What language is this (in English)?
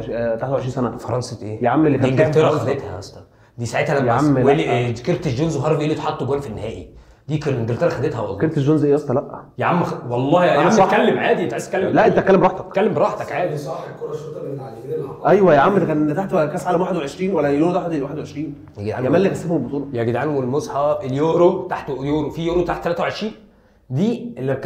Egyptian Arabic